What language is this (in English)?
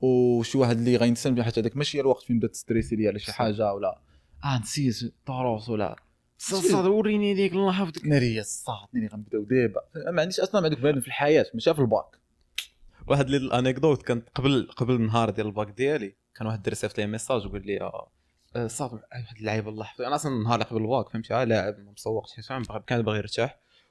Moroccan Arabic